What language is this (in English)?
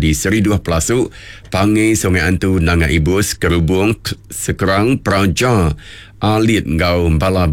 Iban